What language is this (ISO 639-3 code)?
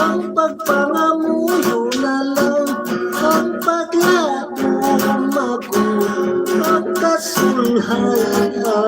hil